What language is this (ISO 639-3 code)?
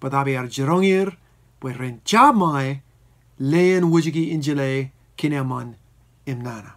mah